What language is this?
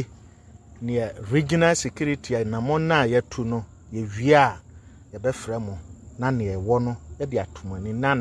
Akan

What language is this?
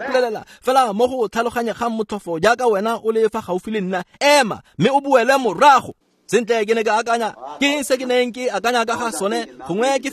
Tswana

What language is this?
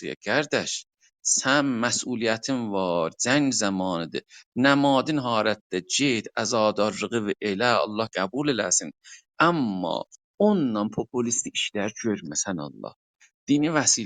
South Azerbaijani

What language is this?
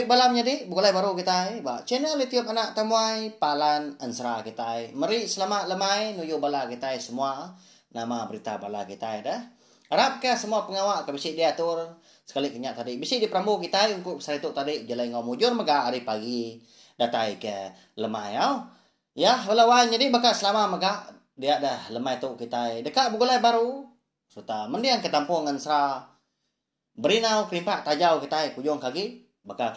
Iban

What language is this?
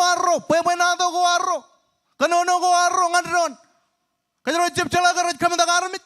Marshallese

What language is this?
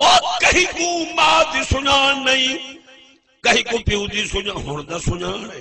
Saraiki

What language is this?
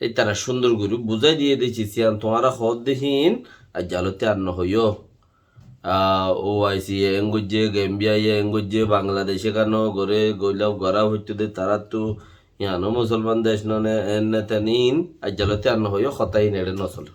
Rohingya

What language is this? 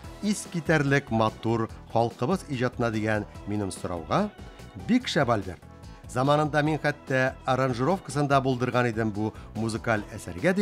Tatar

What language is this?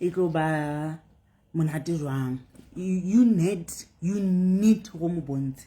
Southern Sotho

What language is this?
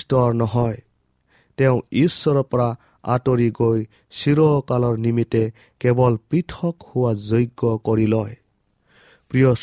Assamese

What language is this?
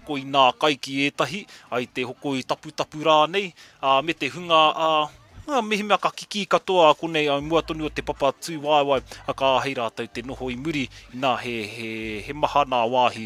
Māori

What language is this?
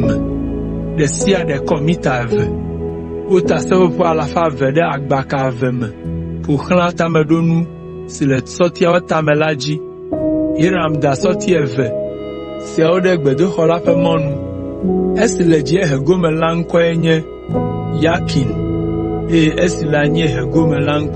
Ewe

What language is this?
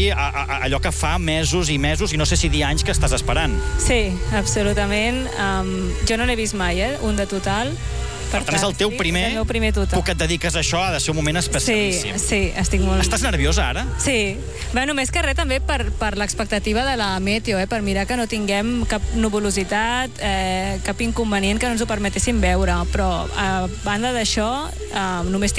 Catalan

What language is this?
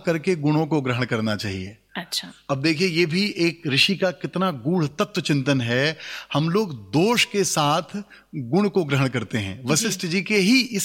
Hindi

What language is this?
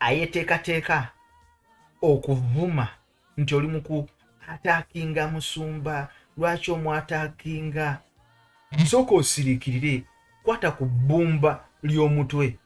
Ganda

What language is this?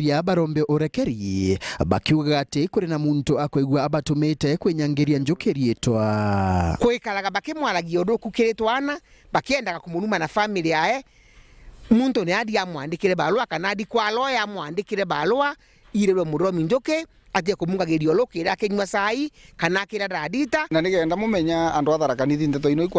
Meru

